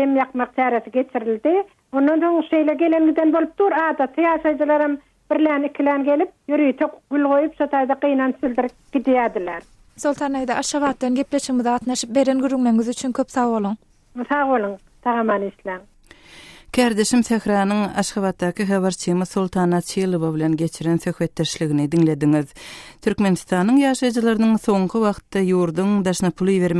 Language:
Turkmen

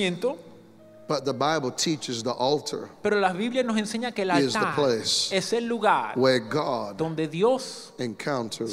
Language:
Spanish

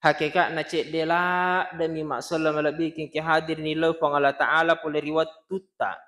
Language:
Buginese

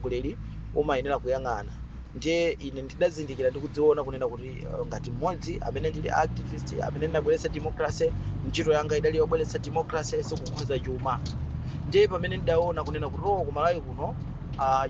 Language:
Nyanja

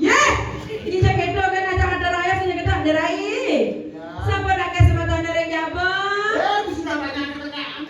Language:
Balinese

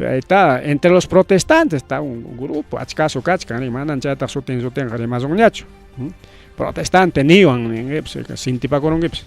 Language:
Ayacucho Quechua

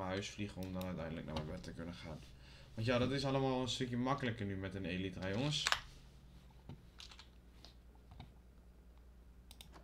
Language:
Dutch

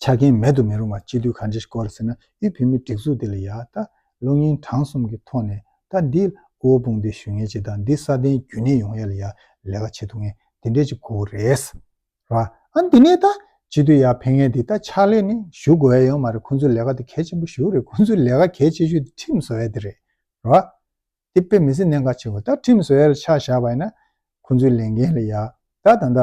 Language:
Tibetan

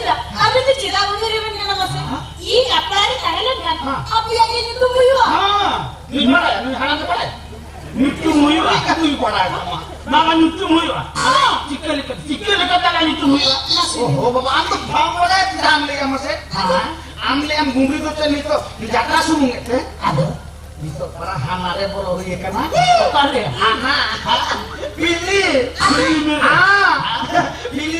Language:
Santali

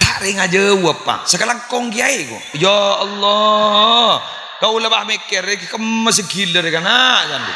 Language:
Madurese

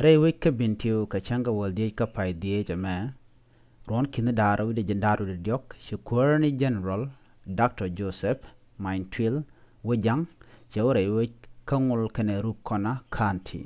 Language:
Nuer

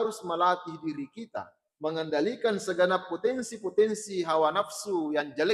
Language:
Buginese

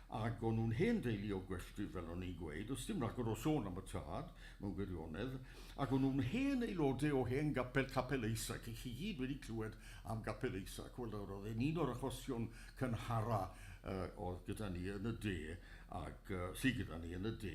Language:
Welsh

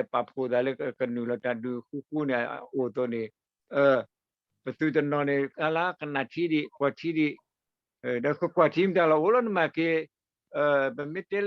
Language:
S'gaw Karen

